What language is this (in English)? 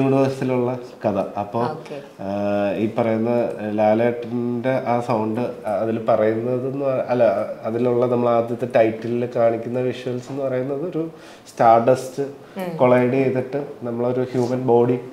Malayalam